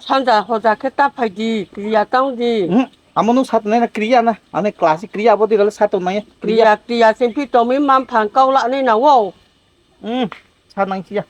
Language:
Riang (India)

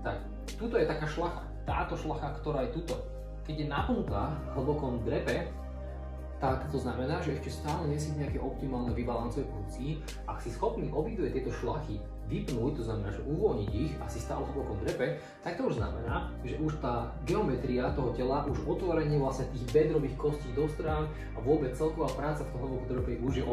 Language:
Slovak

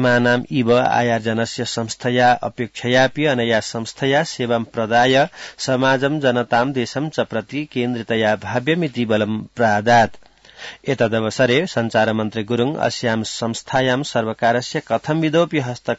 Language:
Sanskrit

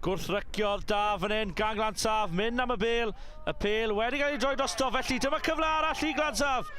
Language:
Welsh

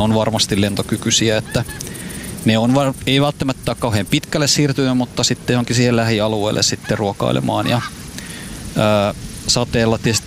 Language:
Finnish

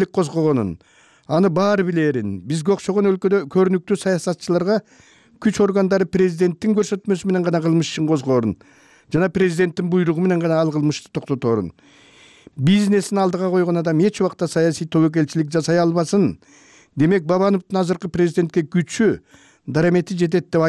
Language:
Kyrgyz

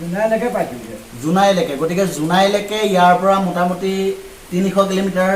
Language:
Assamese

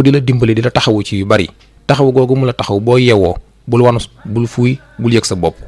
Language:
Wolof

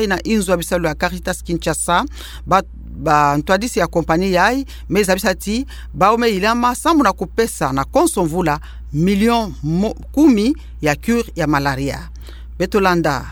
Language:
Kituba (Democratic Republic of Congo)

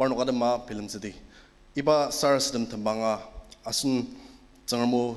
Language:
Ao Naga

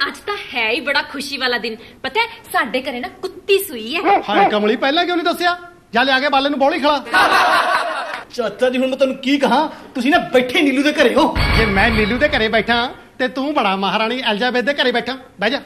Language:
Punjabi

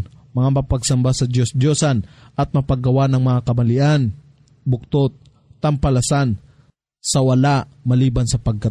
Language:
Filipino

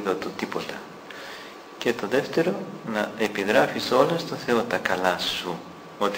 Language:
Greek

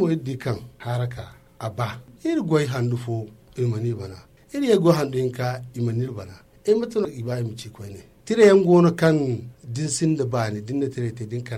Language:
Zarma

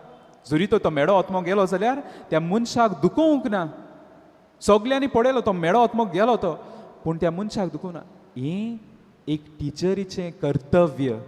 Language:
Konkani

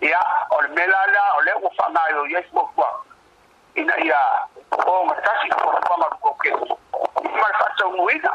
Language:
Samoan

